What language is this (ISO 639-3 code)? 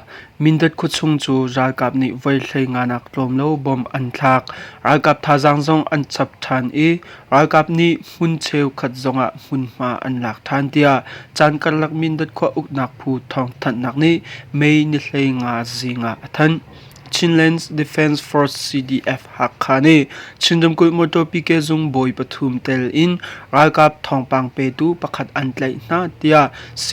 cnh